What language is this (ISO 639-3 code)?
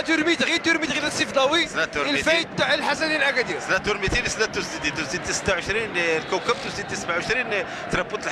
ary